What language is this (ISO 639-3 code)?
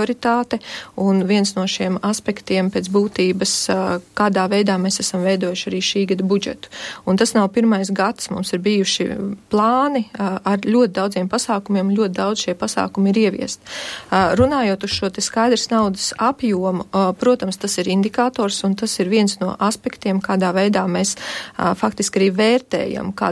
lav